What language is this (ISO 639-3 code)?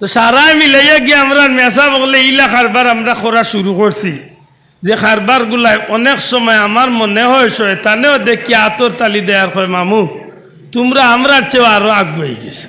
syl